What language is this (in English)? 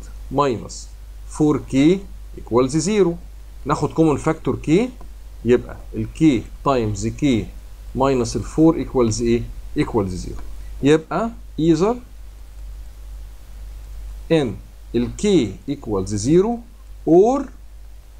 Egyptian Arabic